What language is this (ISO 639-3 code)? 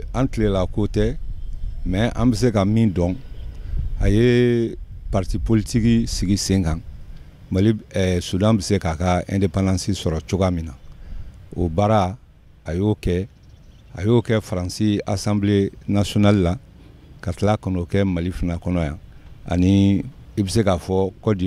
bam